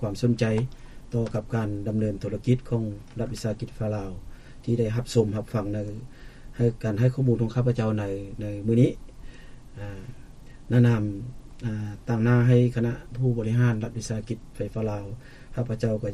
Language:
Lao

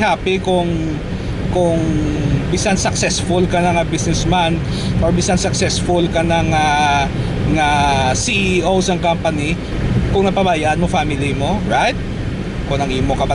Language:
Hiligaynon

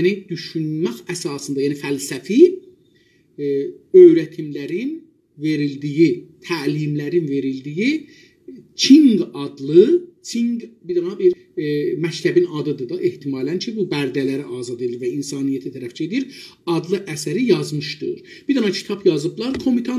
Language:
South Azerbaijani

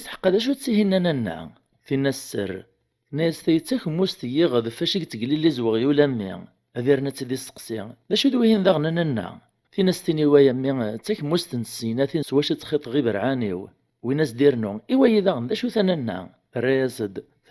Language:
Kabyle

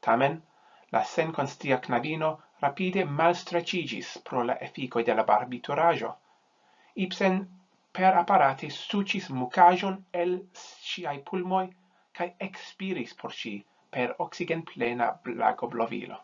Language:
Esperanto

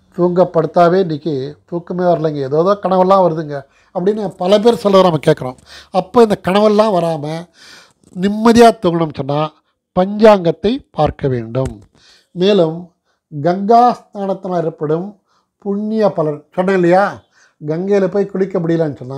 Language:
Tamil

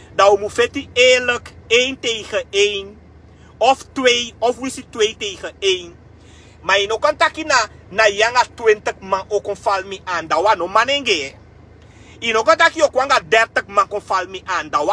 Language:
Sranan Tongo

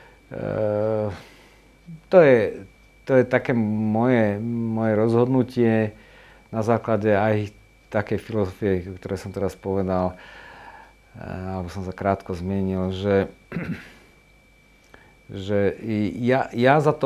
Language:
Slovak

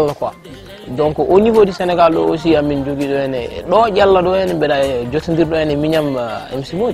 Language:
Fula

